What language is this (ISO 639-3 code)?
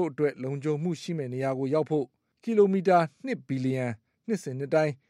mya